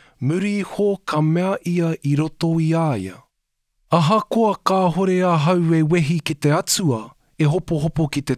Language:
Māori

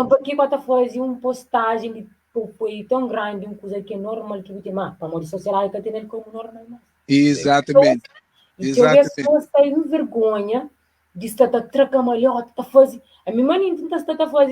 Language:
Kabuverdianu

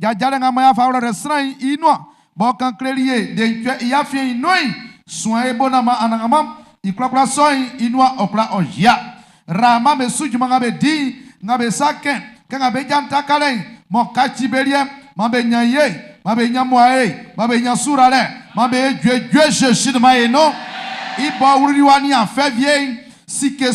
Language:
Baoulé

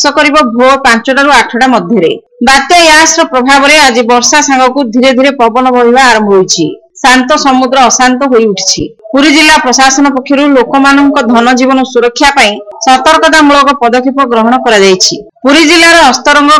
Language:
Odia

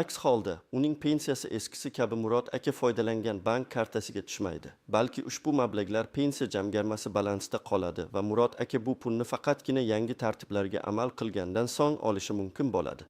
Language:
Uzbek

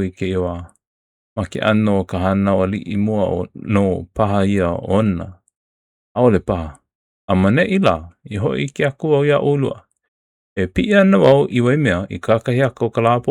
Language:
Hawaiian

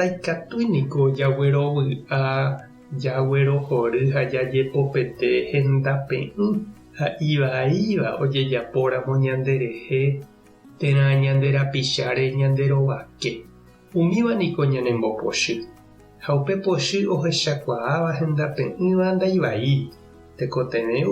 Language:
Guarani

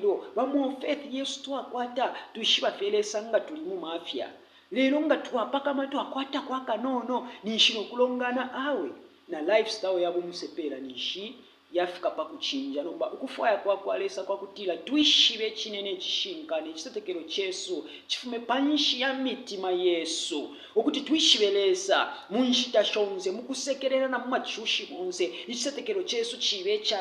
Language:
Bemba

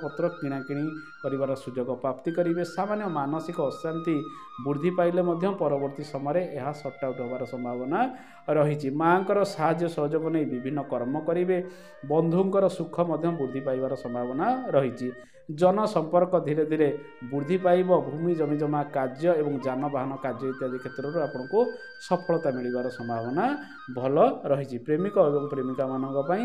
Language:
Odia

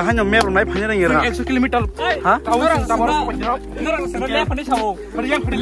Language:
Kok Borok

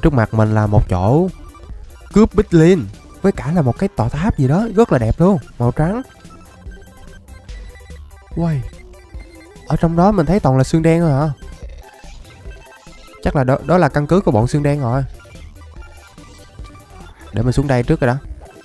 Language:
Vietnamese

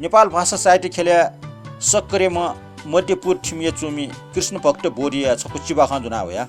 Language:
Newari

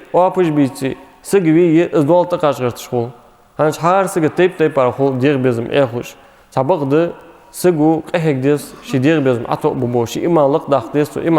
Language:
Ingush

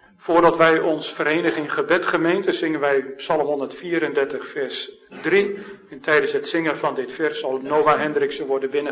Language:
Dutch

